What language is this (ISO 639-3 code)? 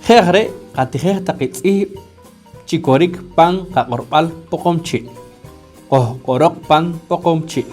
poh